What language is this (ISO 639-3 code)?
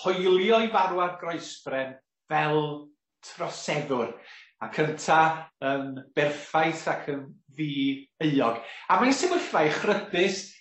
cym